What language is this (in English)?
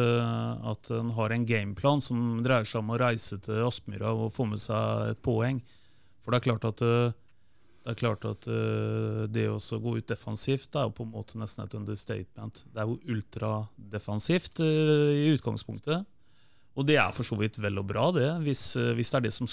Norwegian